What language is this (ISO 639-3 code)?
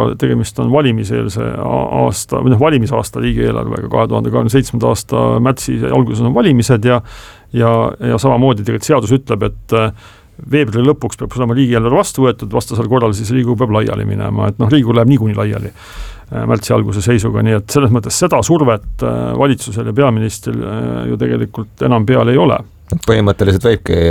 est